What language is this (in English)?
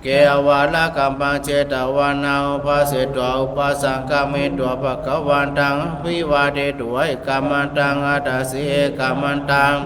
Pali